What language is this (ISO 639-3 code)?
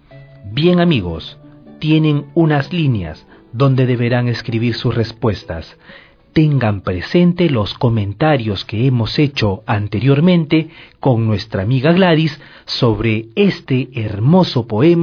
spa